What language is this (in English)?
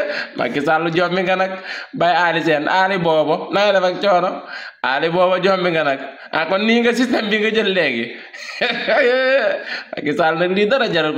Wolof